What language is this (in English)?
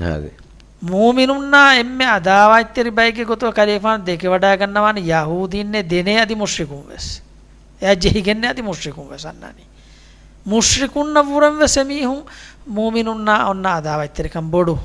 Divehi